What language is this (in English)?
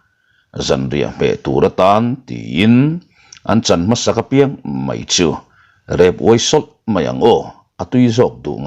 Mizo